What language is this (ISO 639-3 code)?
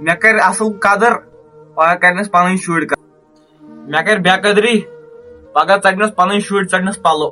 kas